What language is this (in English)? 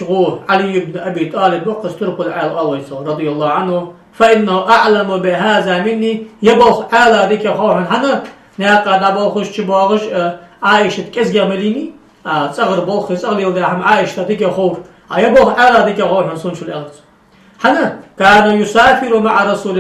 Ingush